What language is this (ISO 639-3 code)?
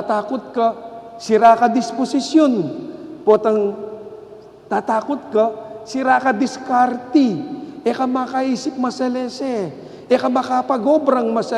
pam